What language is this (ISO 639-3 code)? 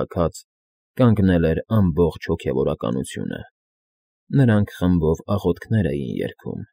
hye